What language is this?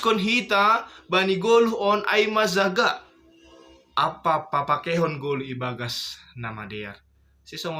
Batak Simalungun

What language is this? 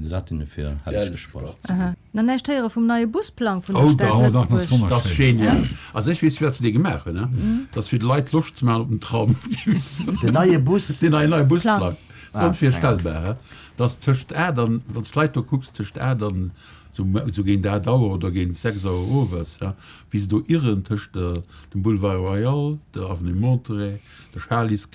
Luxembourgish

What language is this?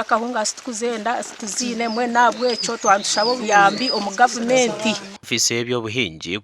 Nyankole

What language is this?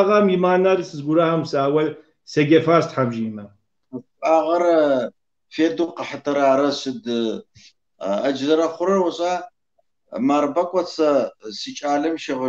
Kabardian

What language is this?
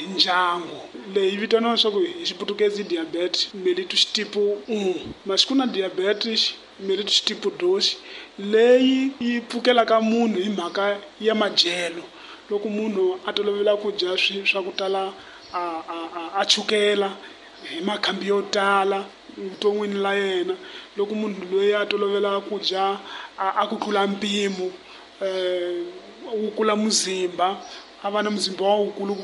Tsonga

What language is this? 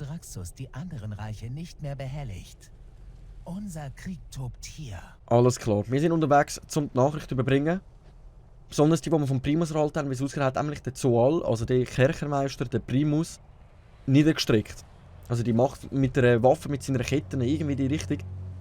Swiss German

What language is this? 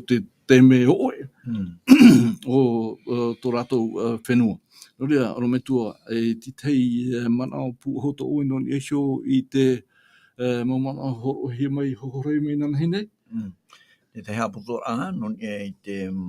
Tahitian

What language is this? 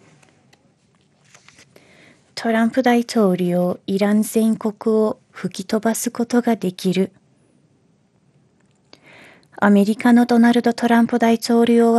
Japanese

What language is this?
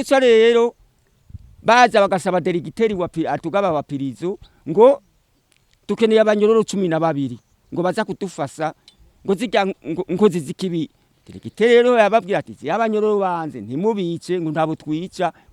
Rundi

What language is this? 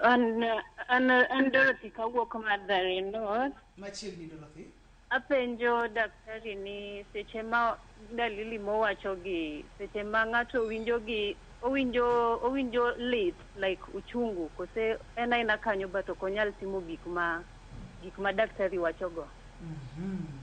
Luo (Kenya and Tanzania)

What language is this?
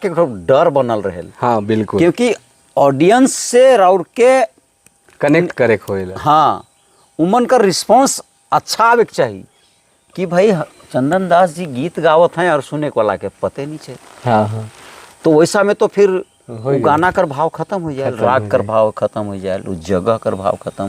Sadri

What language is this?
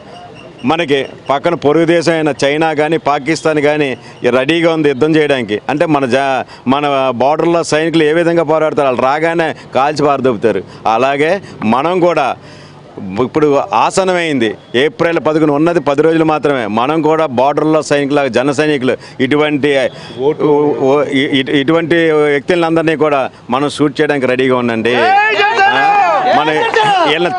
Telugu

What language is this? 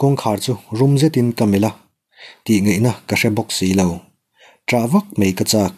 Mizo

